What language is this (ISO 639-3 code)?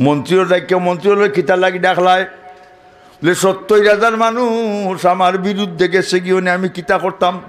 syl